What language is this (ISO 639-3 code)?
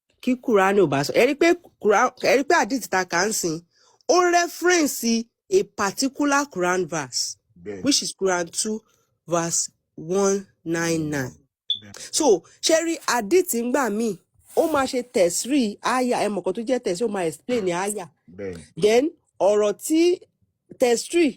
yor